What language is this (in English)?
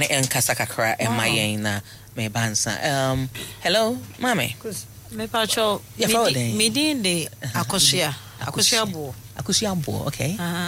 Akan